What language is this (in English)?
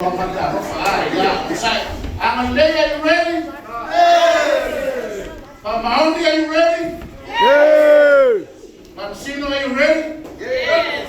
Samoan